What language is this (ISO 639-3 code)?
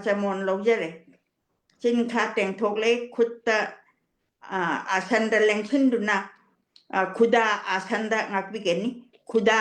mni